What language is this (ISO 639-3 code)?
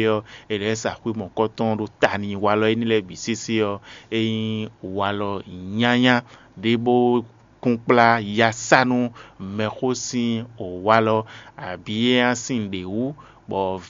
fon